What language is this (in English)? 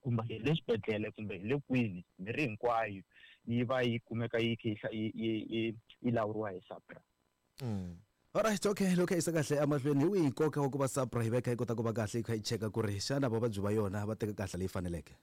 Tsonga